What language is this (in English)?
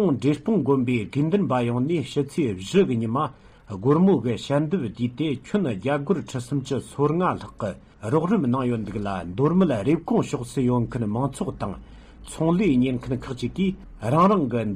Tibetan